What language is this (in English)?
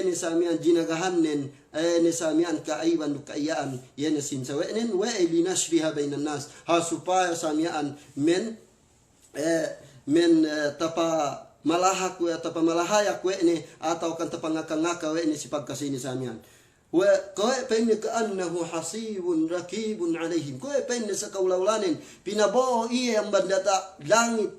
Yakan